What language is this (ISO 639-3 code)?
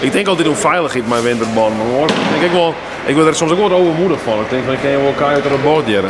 fry